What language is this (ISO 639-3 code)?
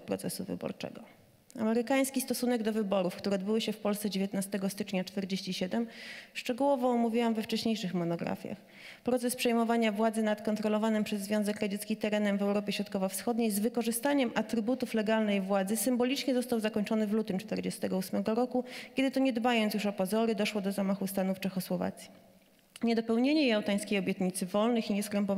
pol